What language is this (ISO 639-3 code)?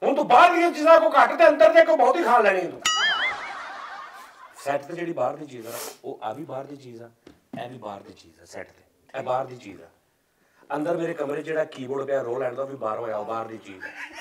pan